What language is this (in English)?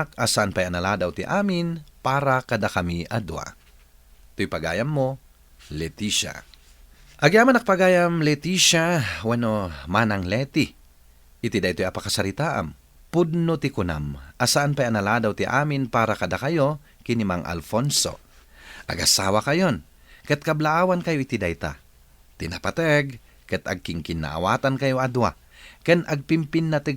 Iloko